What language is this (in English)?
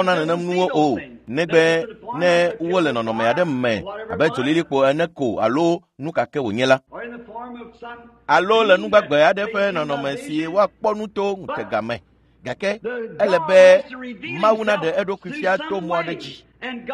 Ewe